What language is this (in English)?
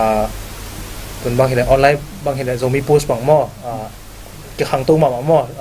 Tedim Chin